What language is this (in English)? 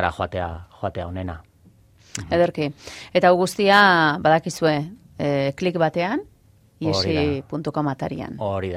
Basque